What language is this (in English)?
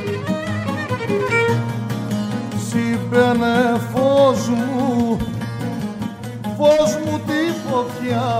Greek